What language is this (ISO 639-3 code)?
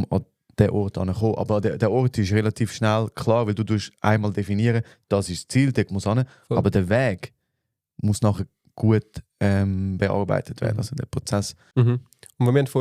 gsw